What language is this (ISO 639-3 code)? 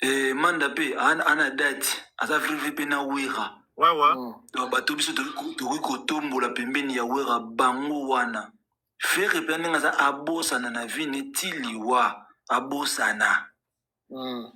lin